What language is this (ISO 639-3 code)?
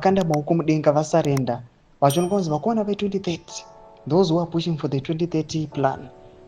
sna